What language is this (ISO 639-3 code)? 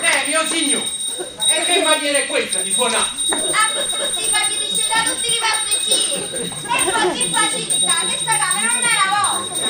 nap